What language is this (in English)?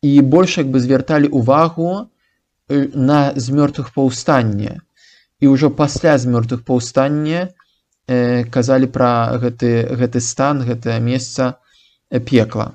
Belarusian